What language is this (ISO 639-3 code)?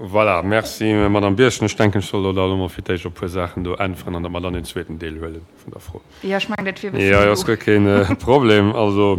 ltz